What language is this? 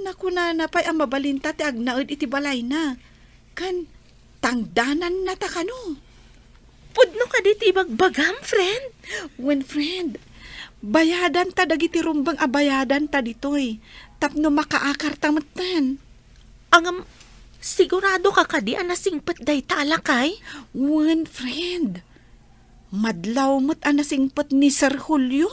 Iloko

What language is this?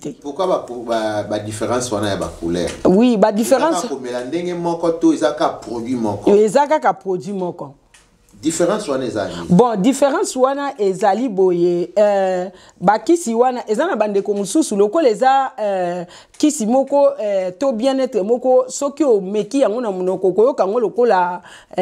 Lingala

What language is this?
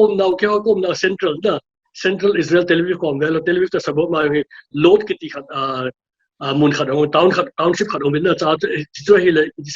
Paite Chin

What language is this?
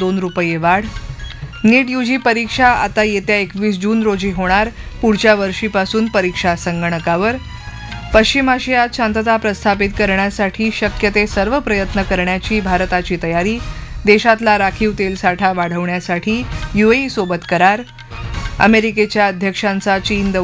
Marathi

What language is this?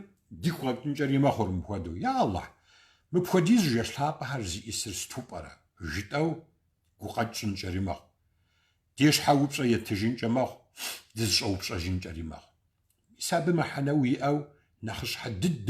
Kabardian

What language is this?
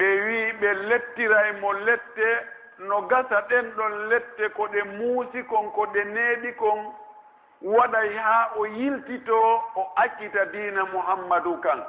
Pular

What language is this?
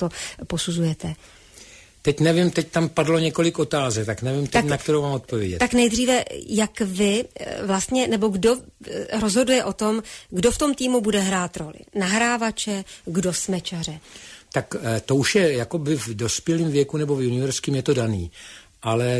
Czech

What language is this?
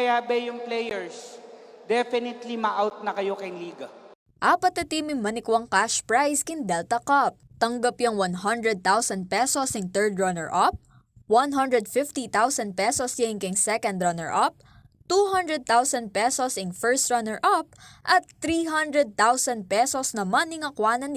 Pampanga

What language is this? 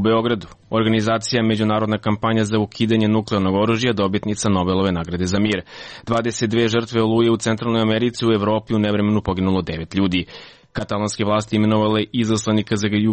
Serbian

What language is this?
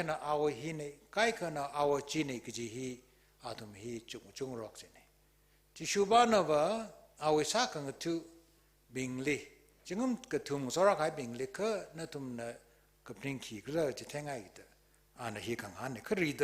Tangkhul Naga (India)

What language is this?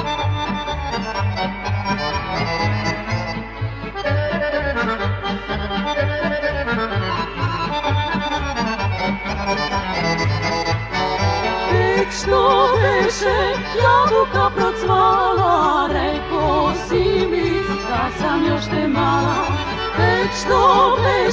Serbian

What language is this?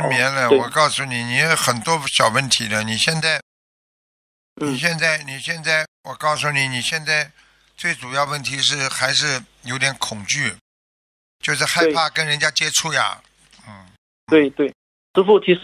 Chinese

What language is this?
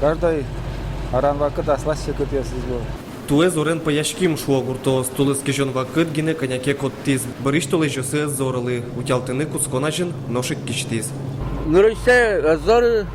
Udmurt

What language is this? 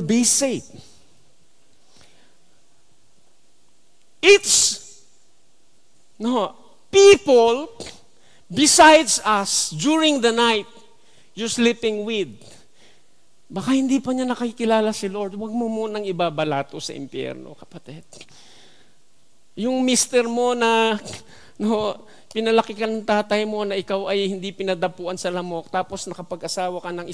Filipino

